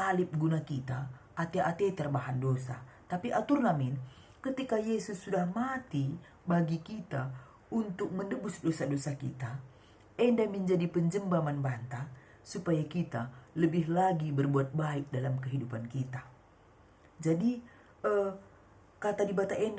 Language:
Batak Karo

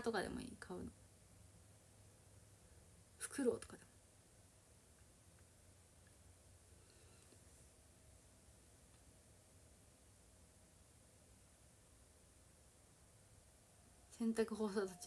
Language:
Japanese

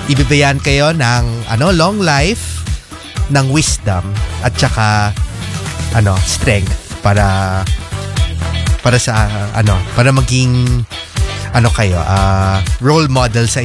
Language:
Filipino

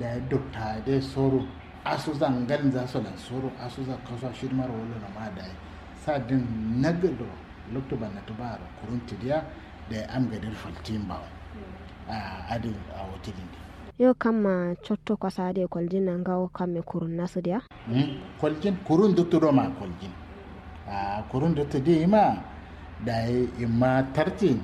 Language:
Kanuri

